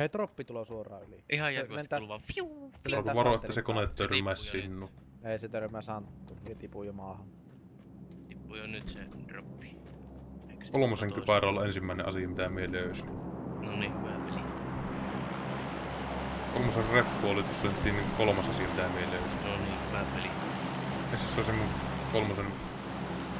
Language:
Finnish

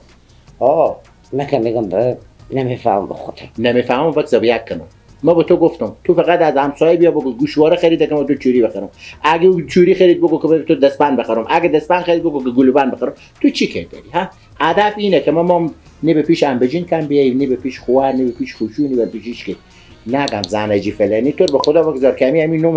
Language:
Persian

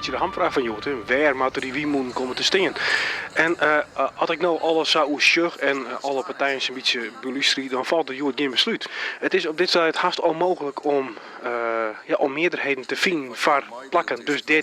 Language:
Western Frisian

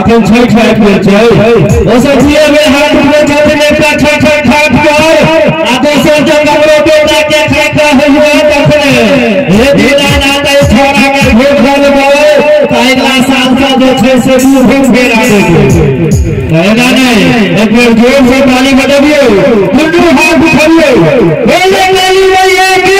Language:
Maithili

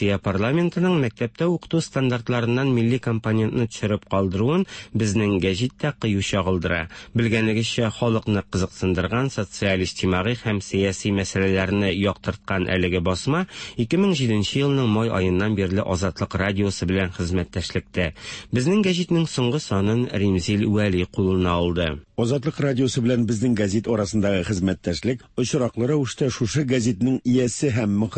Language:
Tatar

